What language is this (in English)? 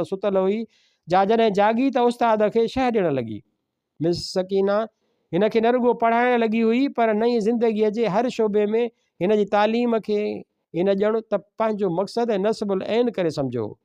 Sindhi